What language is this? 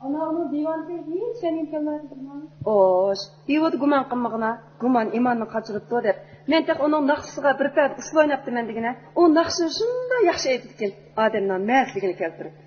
Uyghur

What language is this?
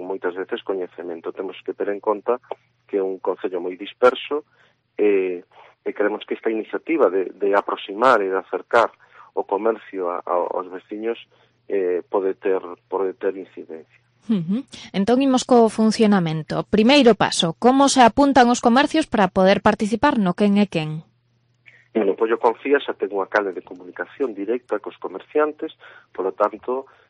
Galician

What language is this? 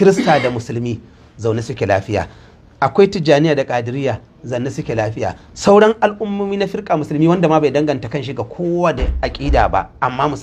Hausa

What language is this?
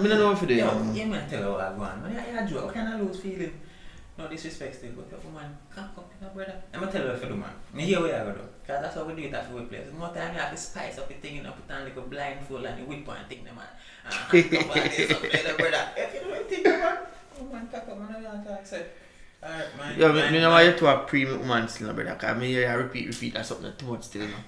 Jamaican Creole English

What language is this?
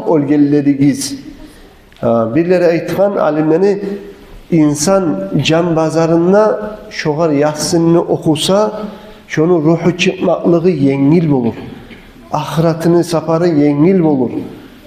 Kumyk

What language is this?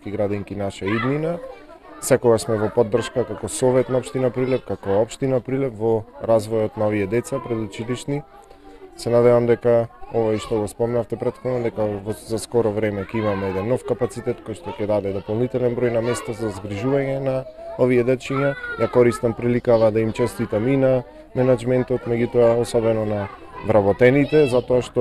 Macedonian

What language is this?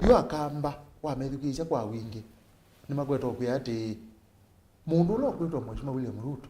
Kamba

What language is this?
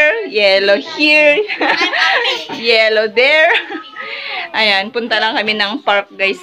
Filipino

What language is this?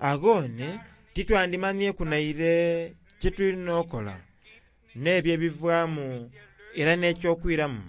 Soga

